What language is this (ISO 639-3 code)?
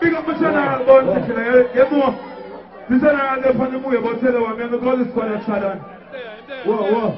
jam